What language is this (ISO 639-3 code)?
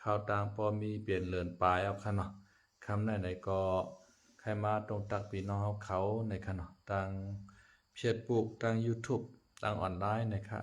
shn